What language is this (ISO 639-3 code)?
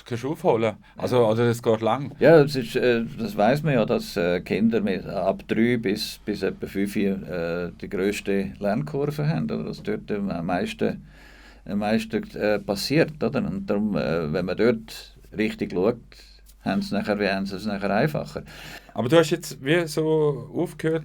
gsw